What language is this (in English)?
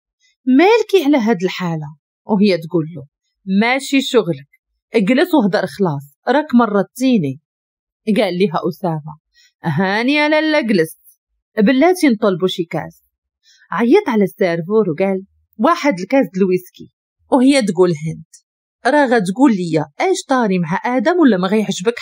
Moroccan Arabic